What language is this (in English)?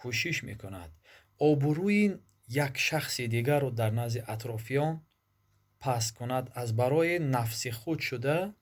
Tajik